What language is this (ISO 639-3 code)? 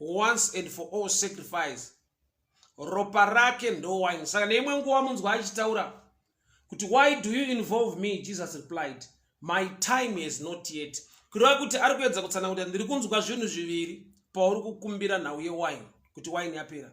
sna